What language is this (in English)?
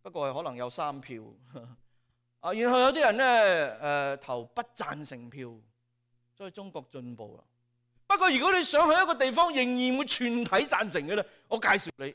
Cantonese